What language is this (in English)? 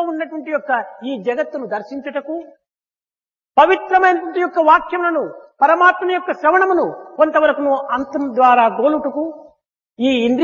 Telugu